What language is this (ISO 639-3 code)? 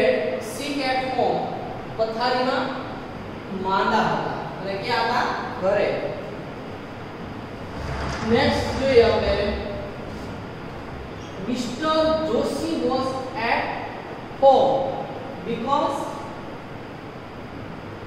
guj